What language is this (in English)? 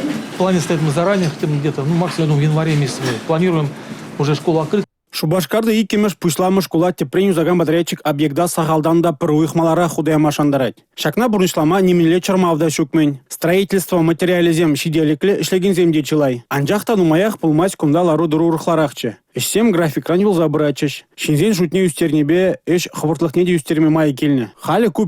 Chuvash